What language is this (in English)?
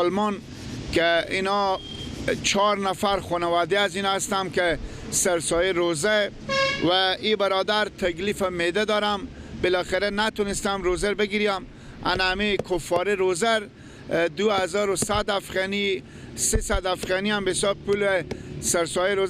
Persian